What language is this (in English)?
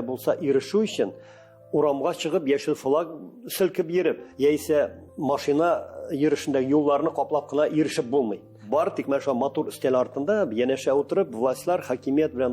Tatar